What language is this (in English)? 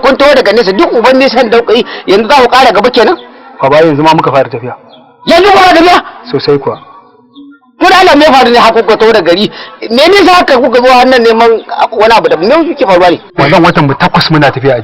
Hausa